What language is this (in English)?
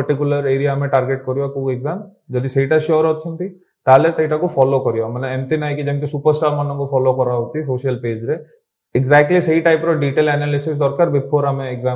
Odia